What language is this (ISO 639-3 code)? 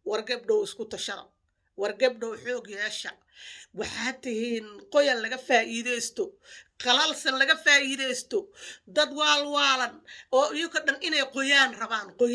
som